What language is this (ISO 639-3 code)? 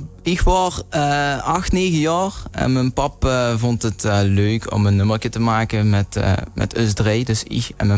lim